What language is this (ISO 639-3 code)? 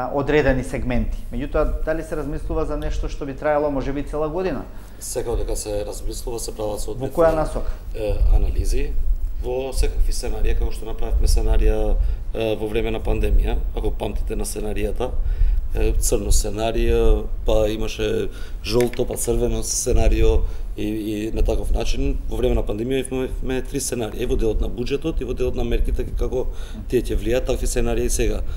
mkd